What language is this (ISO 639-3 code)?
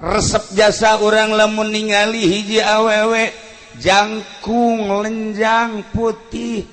sun